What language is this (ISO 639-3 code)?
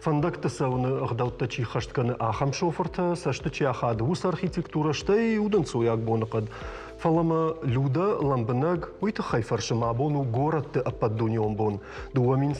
oss